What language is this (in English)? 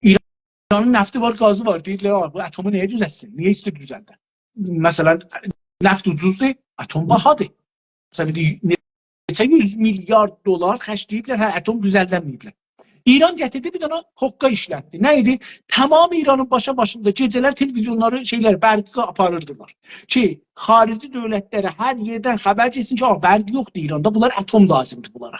South Azerbaijani